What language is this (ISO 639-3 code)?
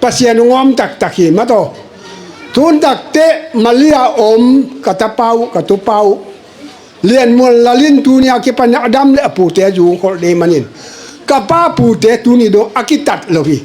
ctd